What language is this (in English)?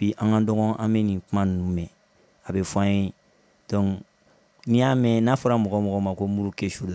Bambara